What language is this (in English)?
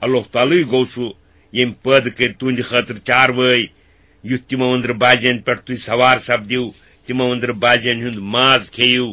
Kashmiri